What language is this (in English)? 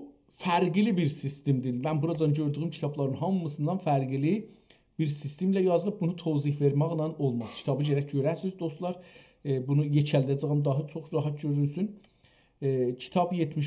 South Azerbaijani